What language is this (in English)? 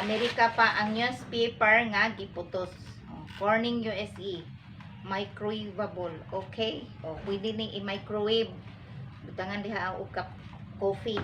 Cebuano